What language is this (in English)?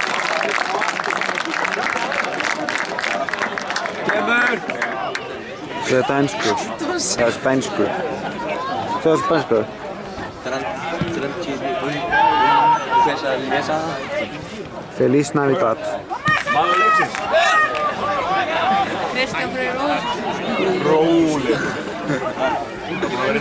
Icelandic